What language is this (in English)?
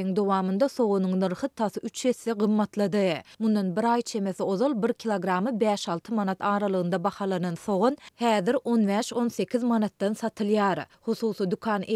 Turkmen